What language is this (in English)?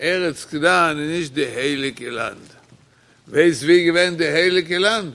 Yiddish